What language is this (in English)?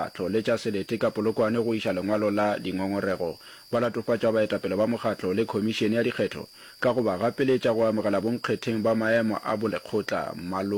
Northern Sotho